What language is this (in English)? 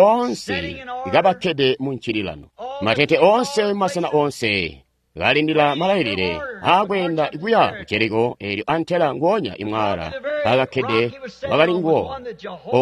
Tonga (Zambia)